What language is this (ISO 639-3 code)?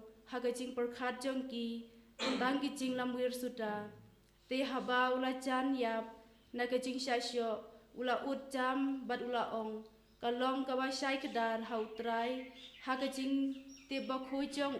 kha